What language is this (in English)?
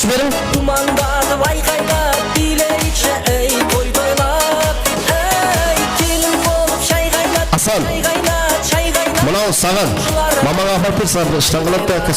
Kara-Kalpak